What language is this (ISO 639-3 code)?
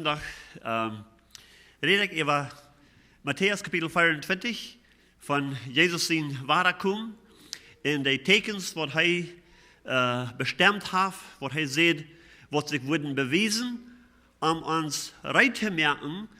pdt